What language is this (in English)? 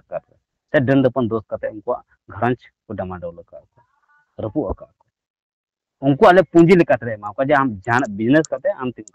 Santali